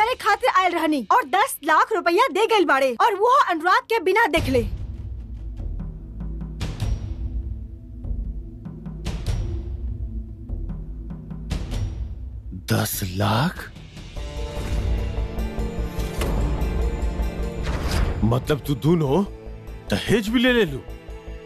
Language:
Bhojpuri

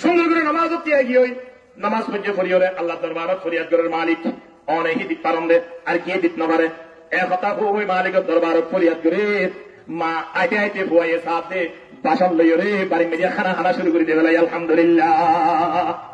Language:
Rohingya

